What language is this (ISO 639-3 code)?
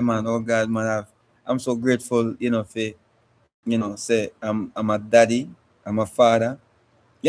jam